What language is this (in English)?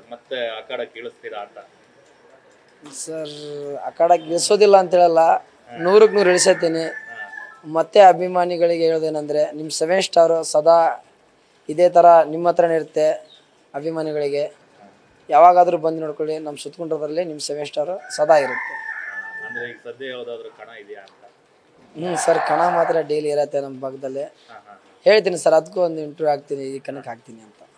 Kannada